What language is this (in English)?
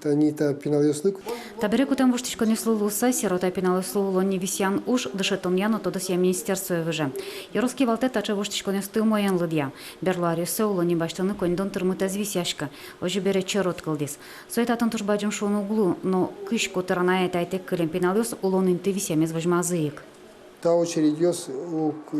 Udmurt